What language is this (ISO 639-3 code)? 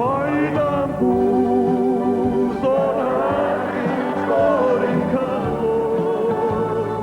cym